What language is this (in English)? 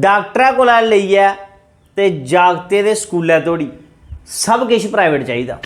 Dogri